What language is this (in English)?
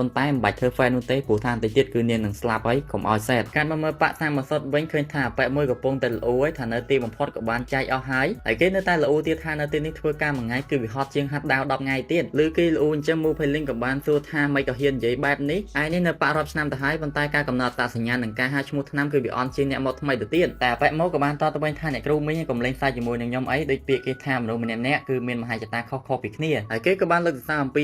Khmer